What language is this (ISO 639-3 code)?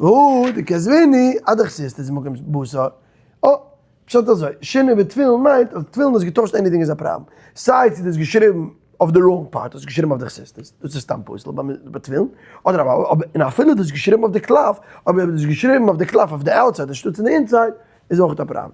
yid